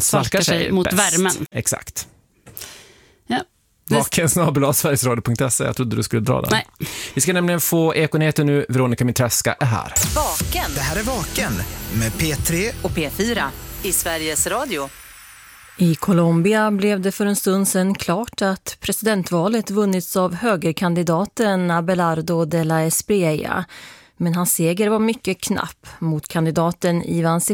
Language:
Swedish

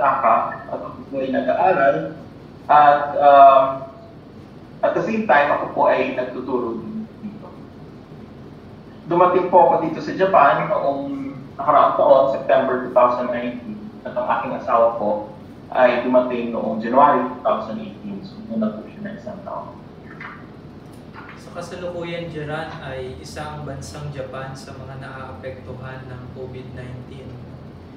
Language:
Filipino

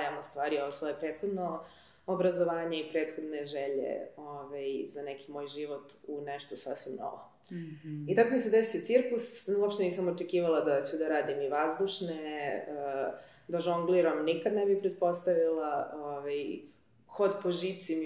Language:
Serbian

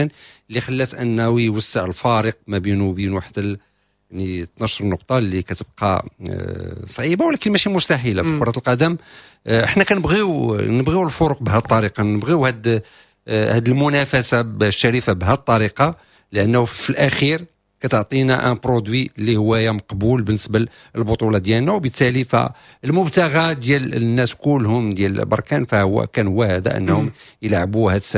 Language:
Moroccan Arabic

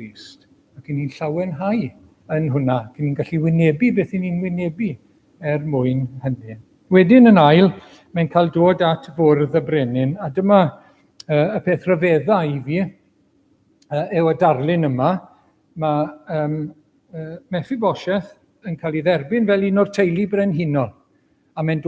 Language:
Welsh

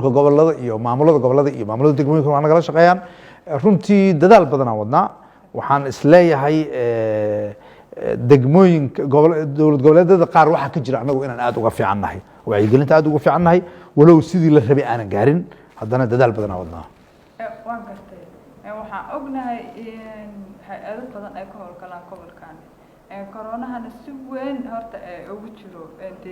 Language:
Somali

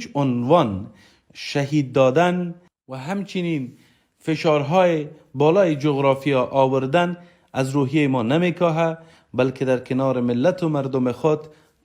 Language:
Persian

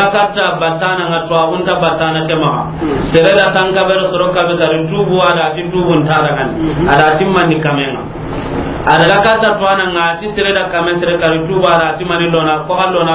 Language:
Soninke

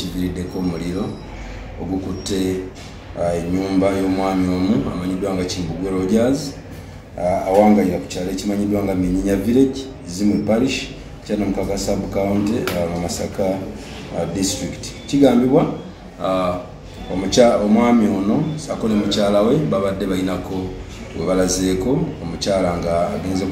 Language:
Ganda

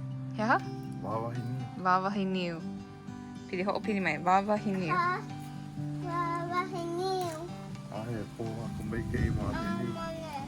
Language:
Hawaiian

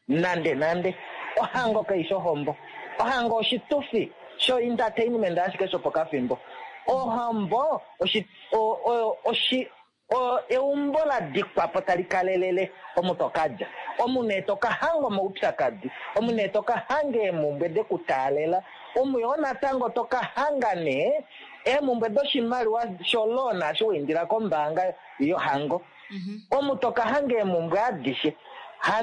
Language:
Kuanyama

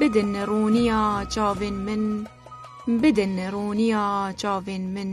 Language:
Kurdish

